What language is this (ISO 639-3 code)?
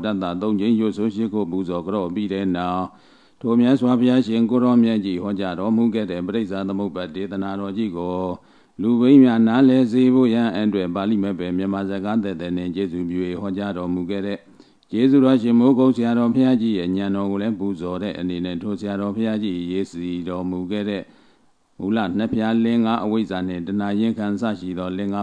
mya